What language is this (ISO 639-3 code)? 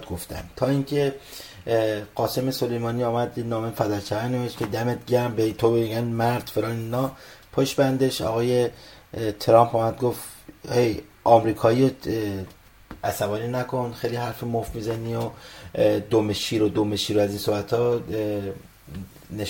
fas